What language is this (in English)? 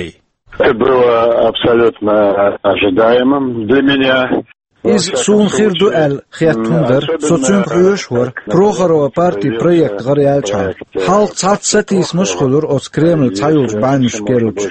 Chechen